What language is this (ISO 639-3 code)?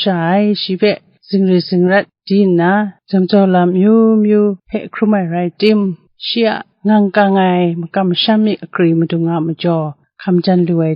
kac